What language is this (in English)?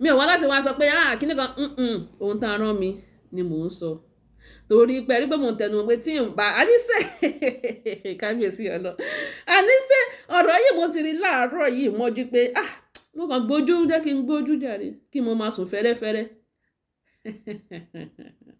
Yoruba